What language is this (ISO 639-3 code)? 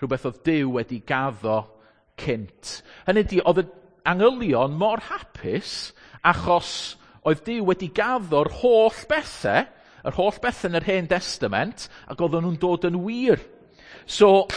cym